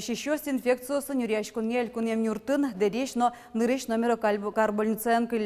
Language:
Udmurt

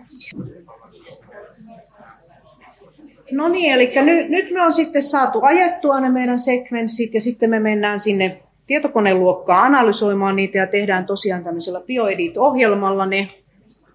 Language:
Finnish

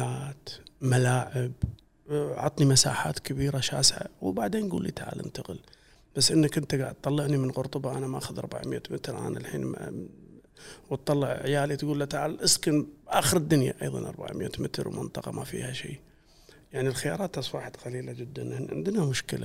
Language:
Gulf Arabic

